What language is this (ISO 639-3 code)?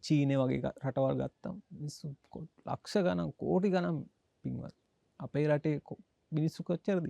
sin